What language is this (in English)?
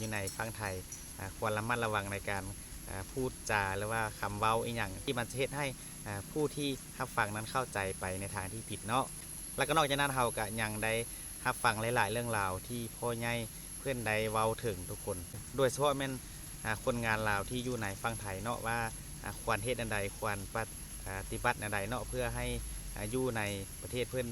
Northeastern Thai